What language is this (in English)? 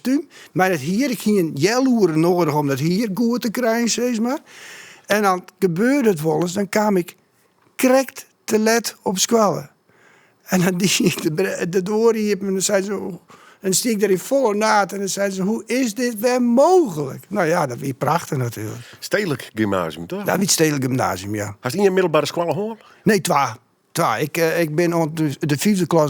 Western Frisian